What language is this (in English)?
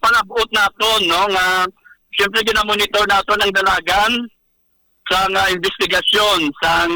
Hiligaynon